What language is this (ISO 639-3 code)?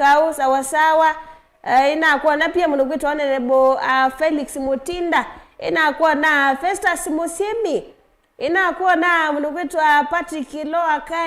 kam